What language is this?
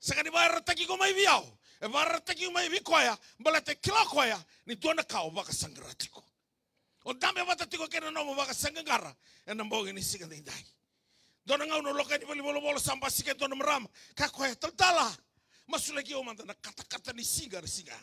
Fijian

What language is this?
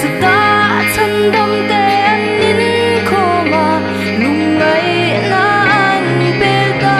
Mizo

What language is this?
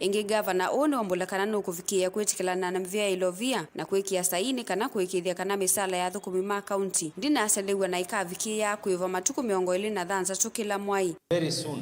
Kamba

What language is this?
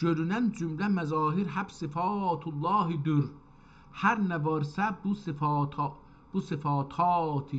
South Azerbaijani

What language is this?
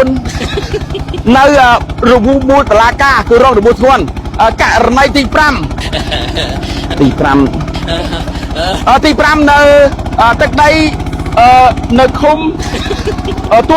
Khmer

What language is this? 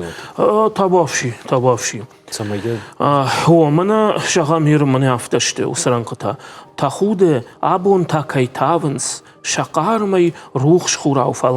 Ossetic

